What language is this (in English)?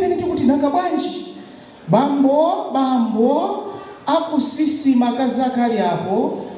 Nyanja